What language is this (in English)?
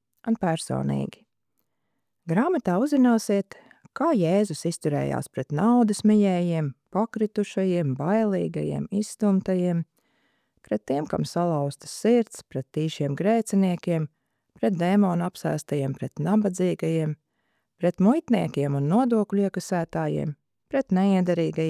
Latvian